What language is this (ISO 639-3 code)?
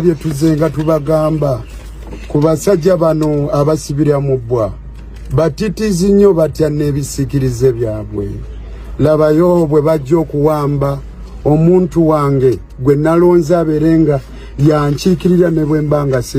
lug